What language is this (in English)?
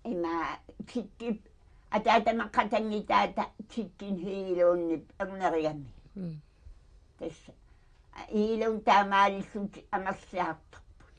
Kalaallisut